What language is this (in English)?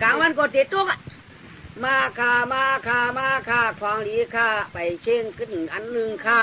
Shan